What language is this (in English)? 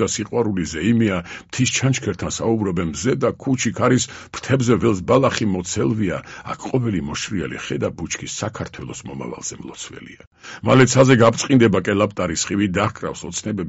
Georgian